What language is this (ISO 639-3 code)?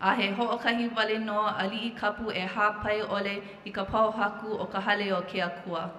haw